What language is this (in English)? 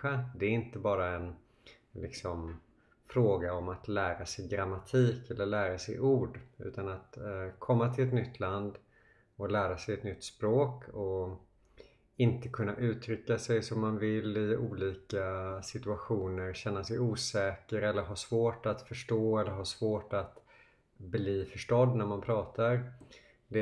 Swedish